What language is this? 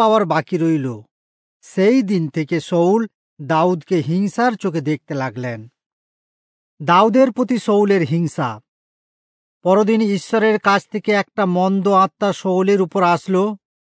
Bangla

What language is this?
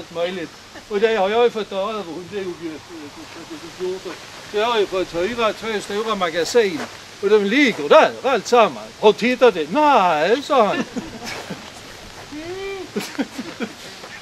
Swedish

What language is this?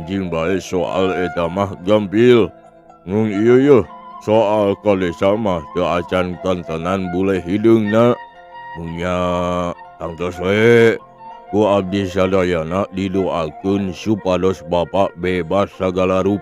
Sundanese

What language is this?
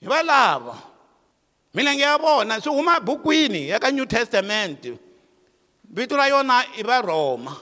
Tsonga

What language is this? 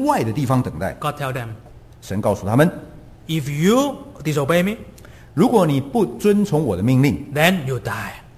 Chinese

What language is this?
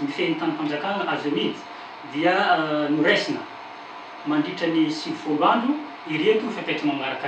Malagasy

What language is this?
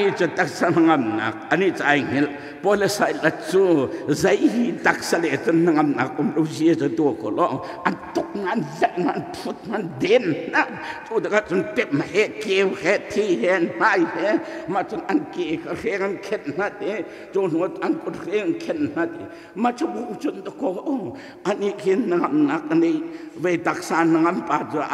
Hakha Chin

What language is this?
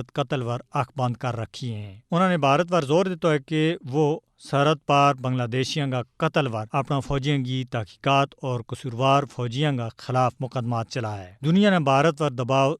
Gujari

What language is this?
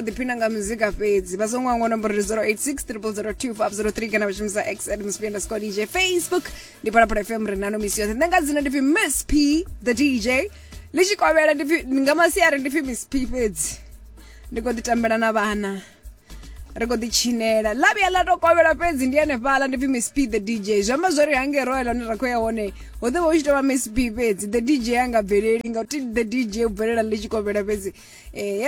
Venda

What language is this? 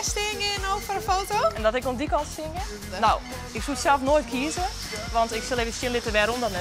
Western Frisian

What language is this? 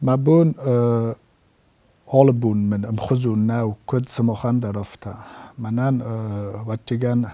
Ossetic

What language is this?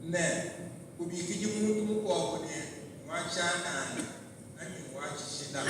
Luba-Lulua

